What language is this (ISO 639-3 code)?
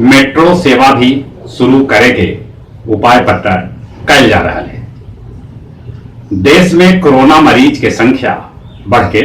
mag